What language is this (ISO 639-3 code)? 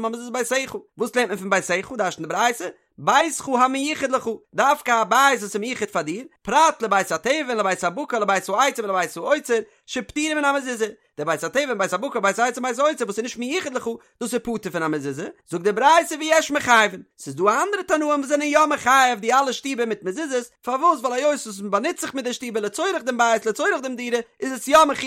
yid